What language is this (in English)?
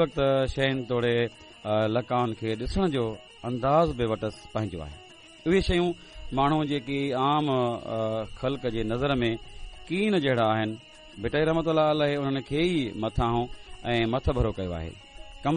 Sindhi